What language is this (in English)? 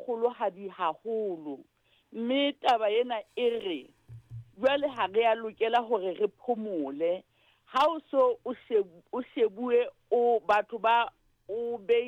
Southern Sotho